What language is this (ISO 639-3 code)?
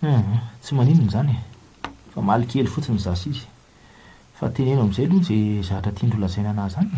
mlg